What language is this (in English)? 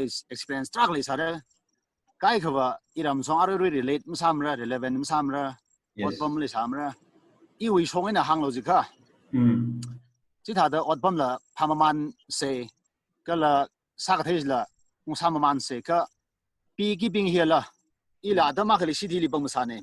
Tangkhul Naga (India)